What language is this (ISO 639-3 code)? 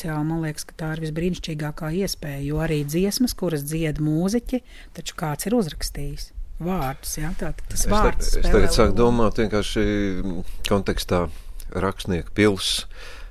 lav